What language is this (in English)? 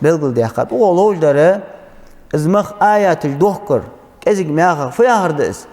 Ingush